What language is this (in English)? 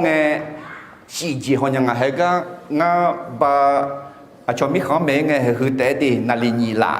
Akha